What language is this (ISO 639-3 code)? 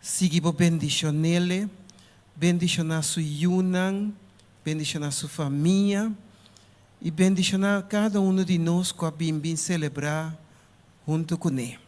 pap